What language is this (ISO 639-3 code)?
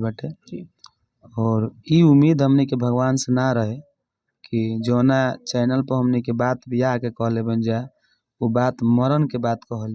bho